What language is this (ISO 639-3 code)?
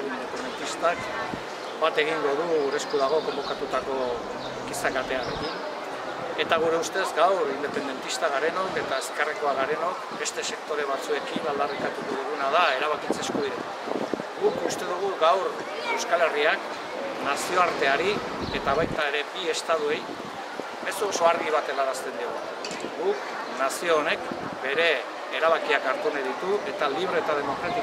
eus